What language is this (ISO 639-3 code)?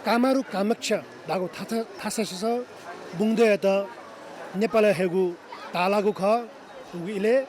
new